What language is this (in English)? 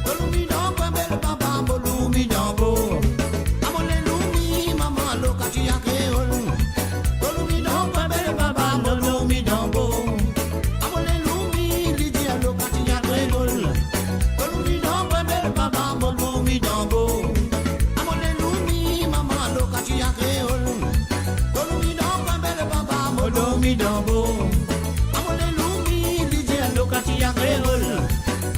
Morisyen